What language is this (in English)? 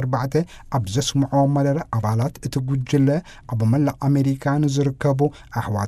Tigrinya